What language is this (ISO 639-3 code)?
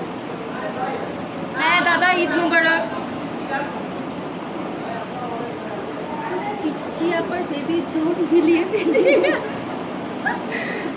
ben